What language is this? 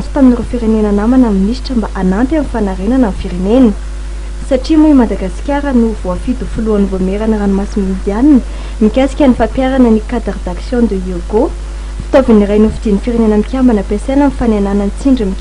Malagasy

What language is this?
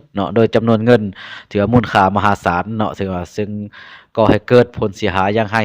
Lao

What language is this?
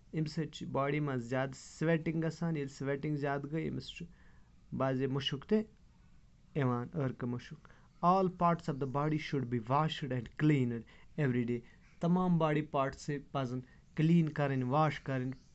Kashmiri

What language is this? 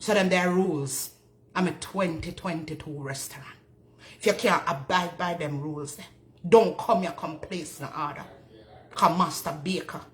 Jamaican Creole English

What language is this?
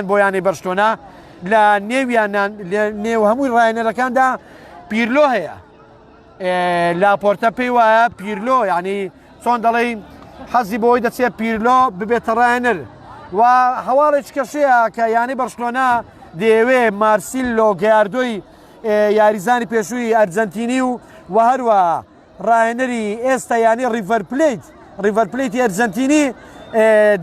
Central Kurdish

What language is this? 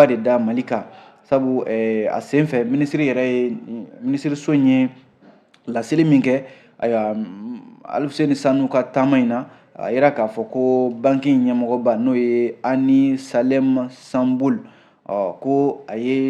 Bambara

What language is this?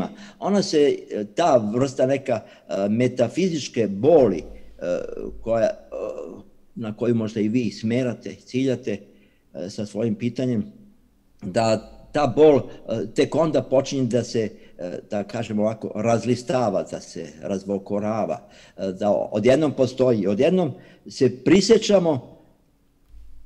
Serbian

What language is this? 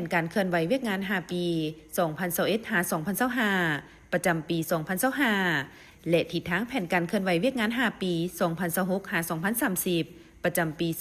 Lao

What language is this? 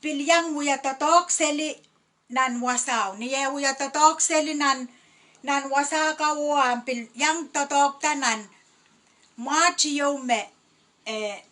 Pohnpeian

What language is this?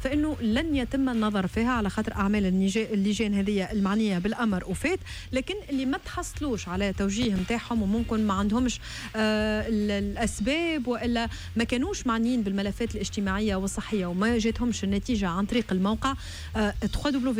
Tunisian Arabic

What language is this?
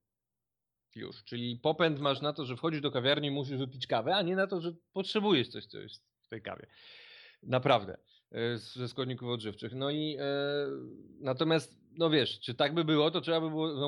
Polish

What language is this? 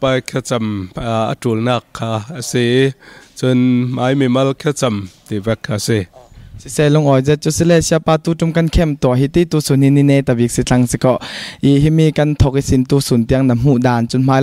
Thai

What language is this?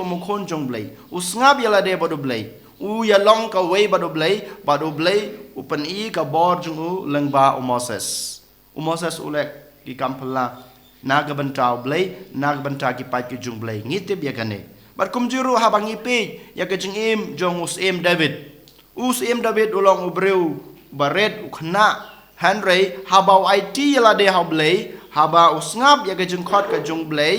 Khasi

